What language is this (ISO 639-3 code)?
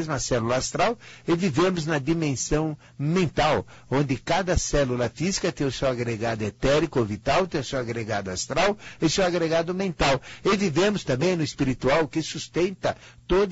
por